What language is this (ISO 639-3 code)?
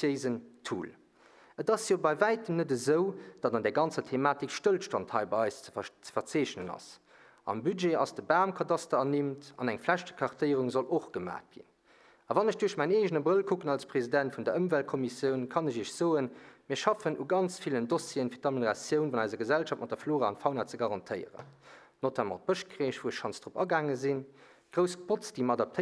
ltz